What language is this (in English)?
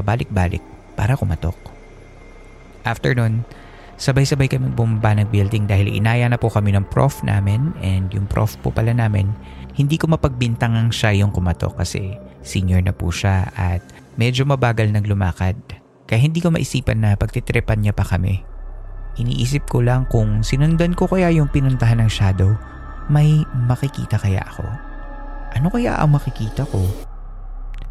Filipino